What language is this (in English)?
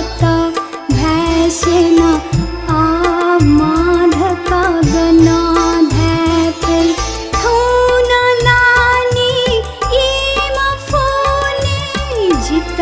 Newari